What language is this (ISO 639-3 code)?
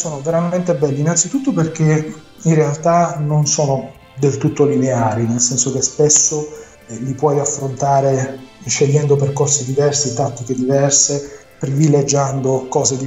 ita